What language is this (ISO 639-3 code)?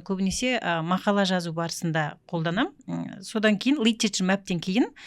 kaz